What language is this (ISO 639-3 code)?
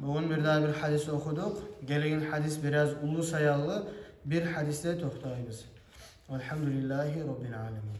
kum